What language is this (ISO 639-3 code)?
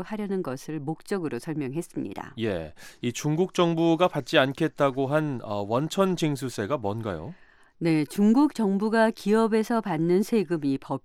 kor